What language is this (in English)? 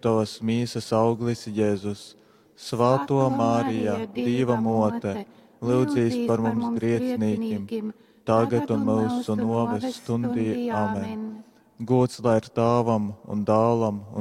Latgalian